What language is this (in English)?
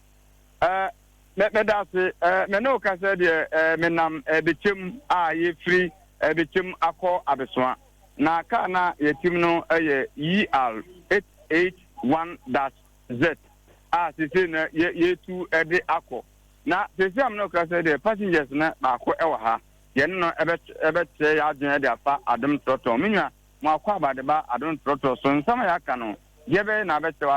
Akan